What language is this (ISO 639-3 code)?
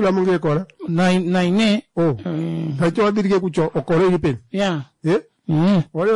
kua